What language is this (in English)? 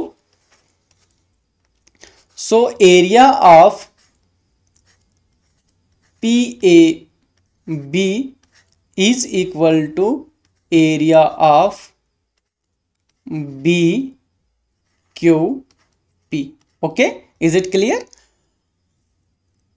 Hindi